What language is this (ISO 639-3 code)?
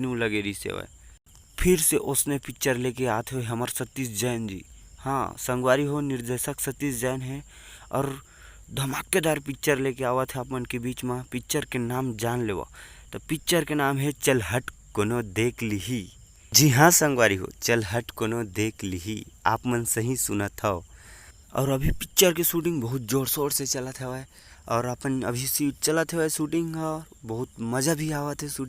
hne